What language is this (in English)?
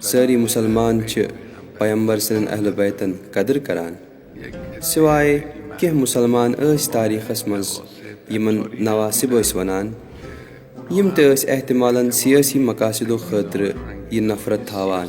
Kashmiri